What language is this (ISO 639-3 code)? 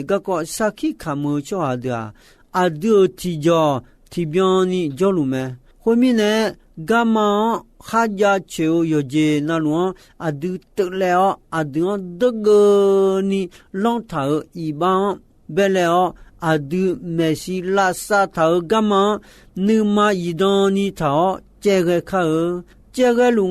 ahk